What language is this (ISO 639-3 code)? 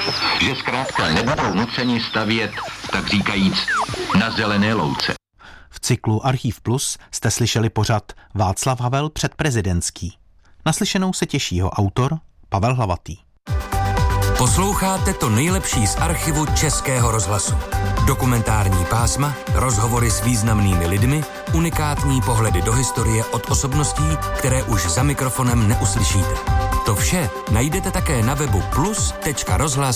ces